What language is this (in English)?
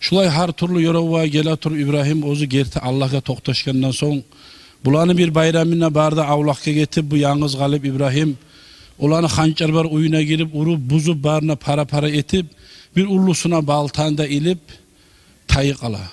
Kumyk